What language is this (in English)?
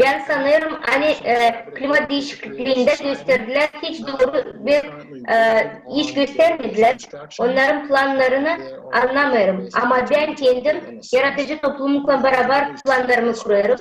Gagauz